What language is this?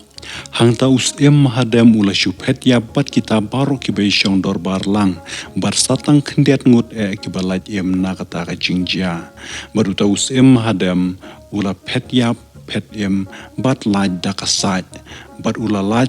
Khasi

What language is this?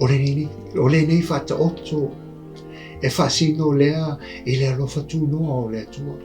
Samoan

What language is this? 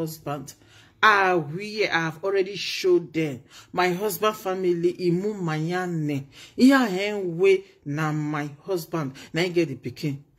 Nigerian Pidgin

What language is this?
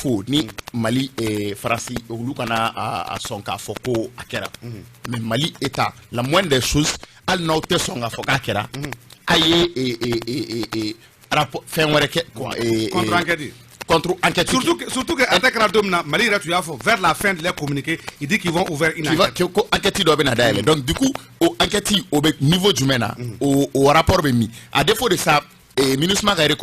Bambara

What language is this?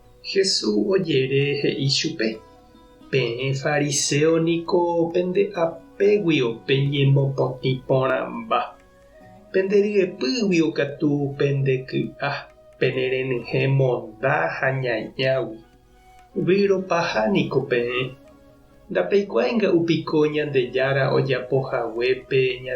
Guarani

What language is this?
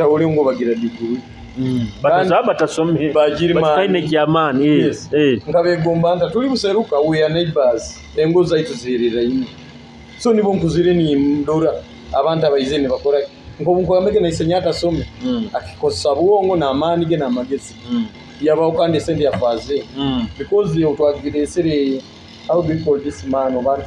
Nyoro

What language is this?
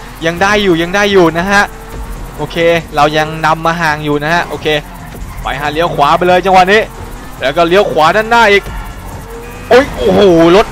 Thai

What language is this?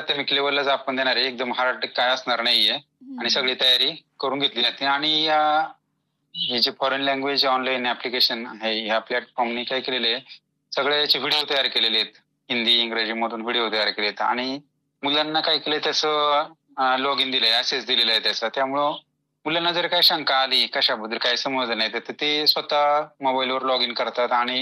Marathi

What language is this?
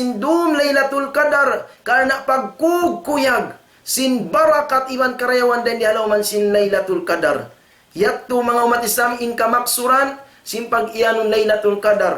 Tausug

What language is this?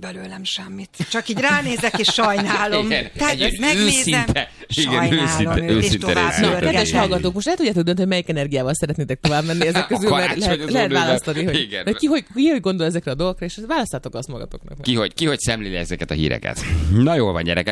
Hungarian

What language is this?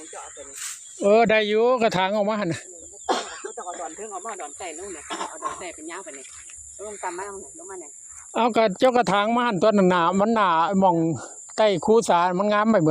Lao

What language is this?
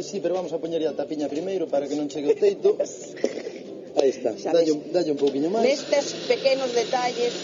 Galician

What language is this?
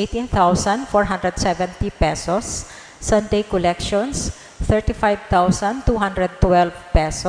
Bikol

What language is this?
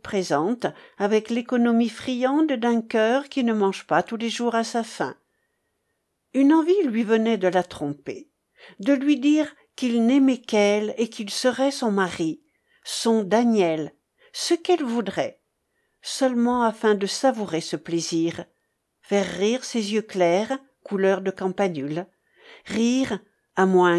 French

